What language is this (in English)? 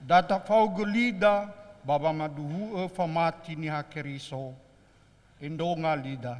Nias